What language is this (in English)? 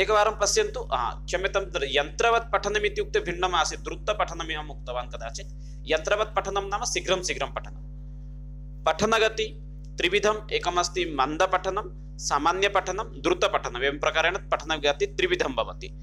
Sanskrit